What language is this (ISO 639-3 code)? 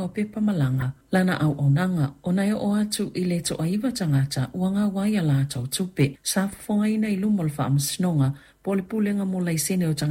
smo